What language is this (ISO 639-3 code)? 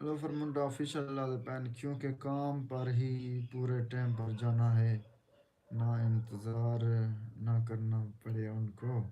skr